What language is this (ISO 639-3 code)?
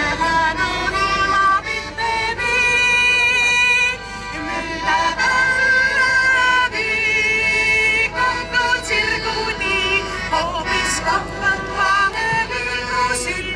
est